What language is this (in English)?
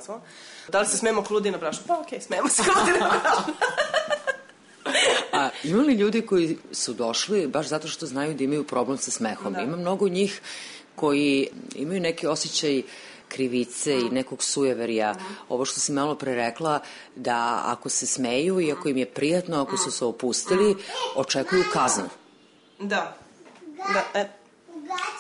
Serbian